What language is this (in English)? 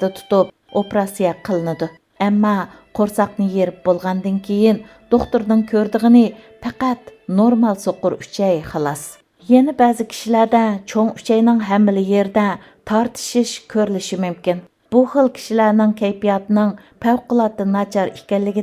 Uyghur